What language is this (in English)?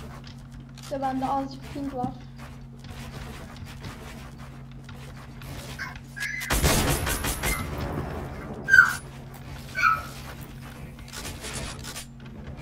Turkish